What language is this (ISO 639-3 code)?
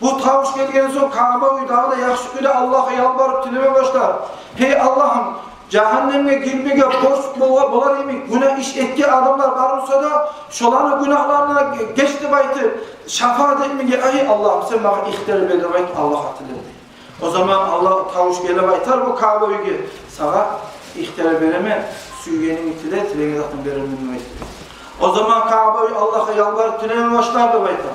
kum